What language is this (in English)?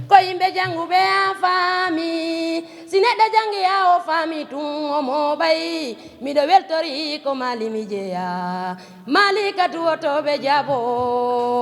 Fula